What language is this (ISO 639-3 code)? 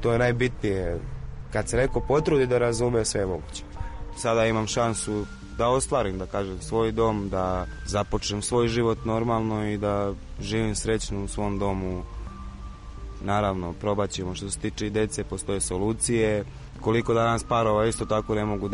srp